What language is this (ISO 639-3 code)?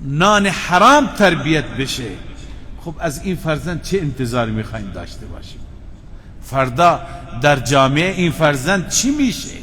fas